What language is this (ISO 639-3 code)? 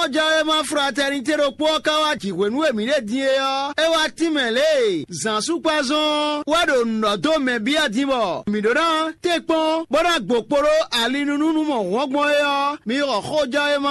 fon